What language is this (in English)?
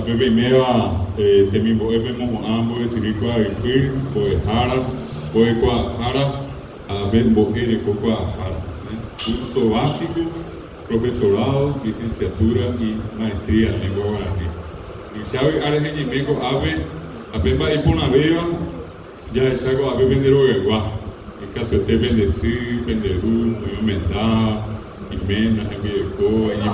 Guarani